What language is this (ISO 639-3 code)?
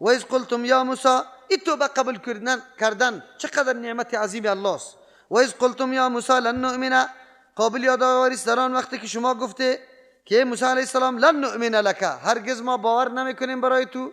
fas